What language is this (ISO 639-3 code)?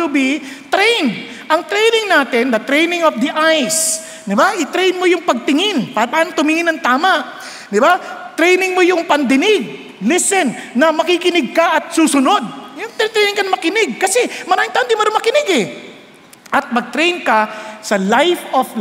fil